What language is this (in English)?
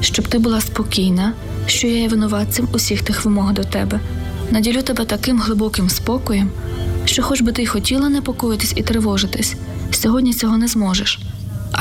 Ukrainian